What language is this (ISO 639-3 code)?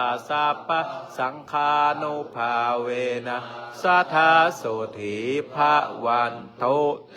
pli